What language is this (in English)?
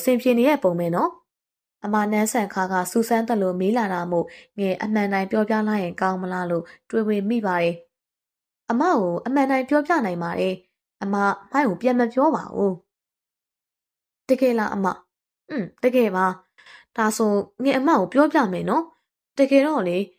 Burmese